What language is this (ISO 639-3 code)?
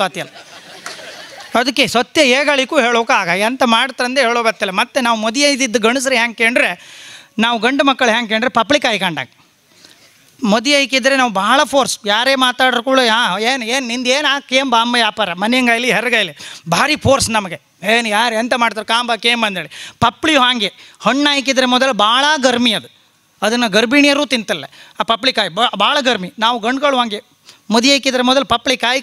kan